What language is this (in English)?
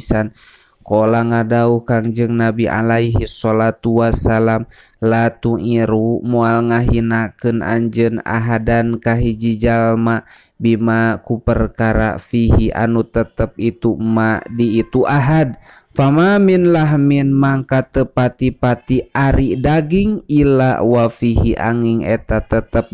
Sundanese